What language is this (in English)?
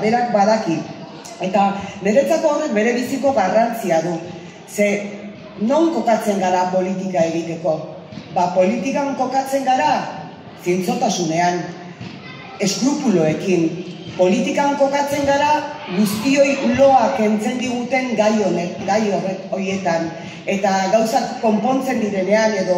Basque